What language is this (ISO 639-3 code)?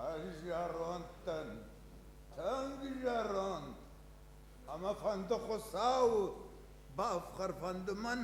oss